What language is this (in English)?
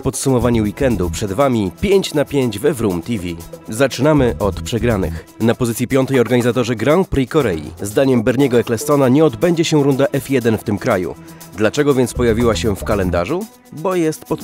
Polish